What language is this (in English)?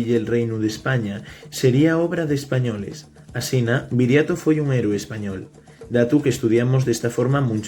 Asturian